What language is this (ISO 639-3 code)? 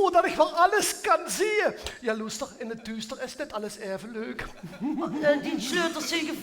lim